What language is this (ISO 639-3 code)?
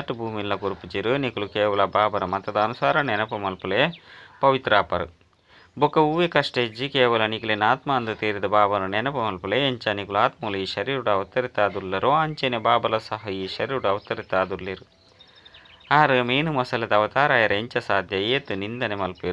tcy